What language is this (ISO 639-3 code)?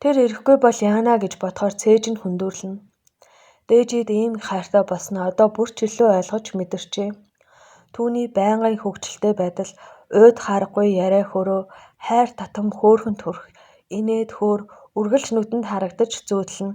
mon